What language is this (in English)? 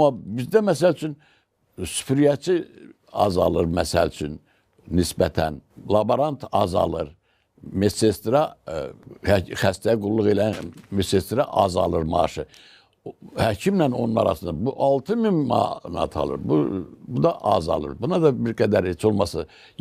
Azerbaijani